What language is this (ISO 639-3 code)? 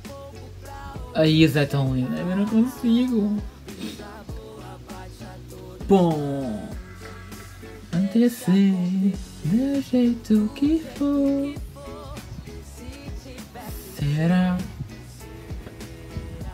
por